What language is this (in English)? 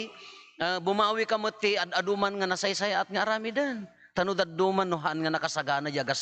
Iloko